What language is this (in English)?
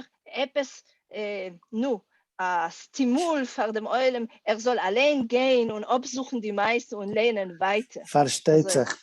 Yiddish